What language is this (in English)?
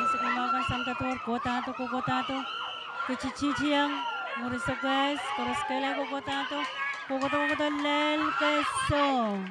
Pohnpeian